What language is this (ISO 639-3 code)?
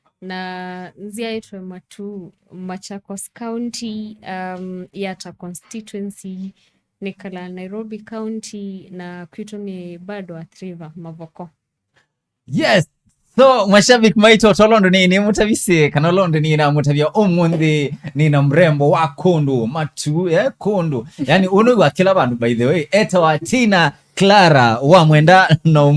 kam